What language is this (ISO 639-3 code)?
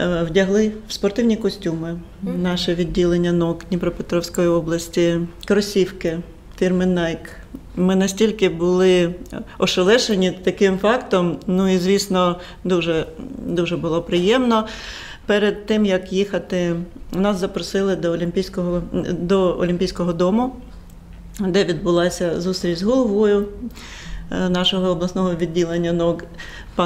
ukr